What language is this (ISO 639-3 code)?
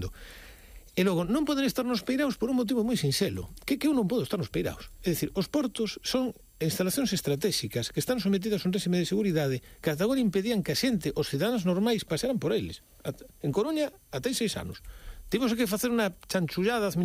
glg